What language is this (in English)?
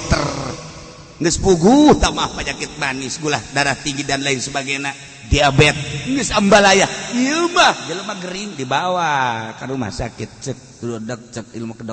Sundanese